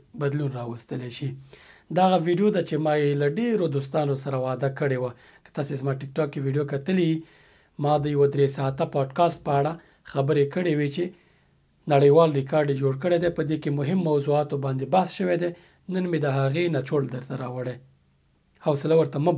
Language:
Pashto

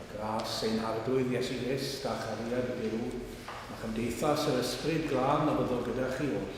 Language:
Welsh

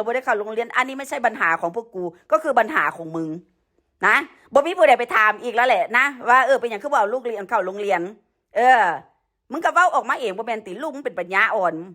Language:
Northeastern Thai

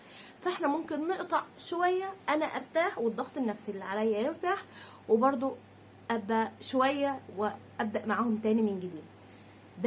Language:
Egyptian Arabic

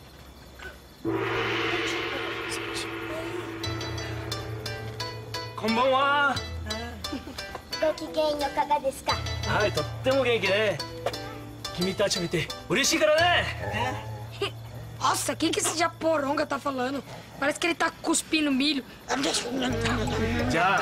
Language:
Portuguese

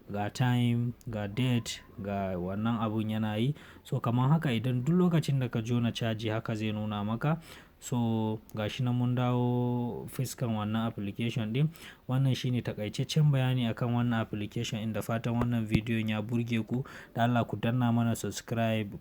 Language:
Hausa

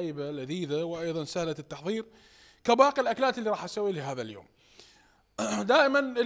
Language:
Mesopotamian Arabic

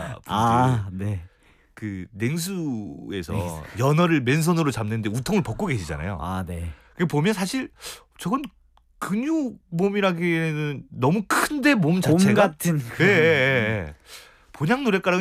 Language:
Korean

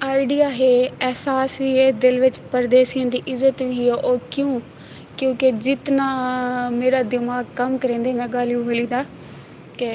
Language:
Saraiki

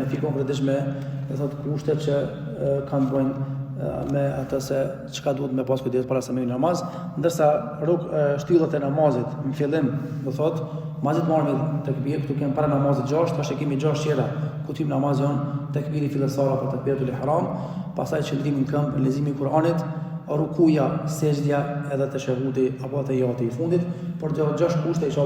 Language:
Albanian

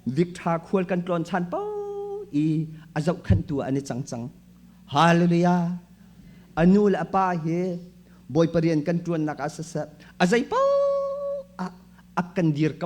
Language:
Hakha Chin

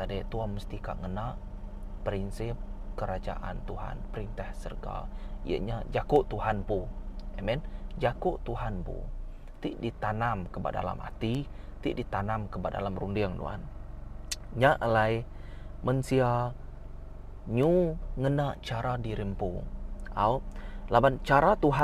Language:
Iban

